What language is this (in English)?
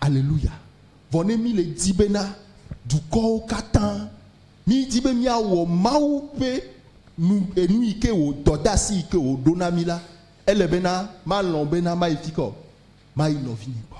Ewe